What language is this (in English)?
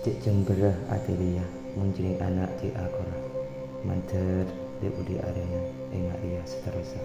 Madurese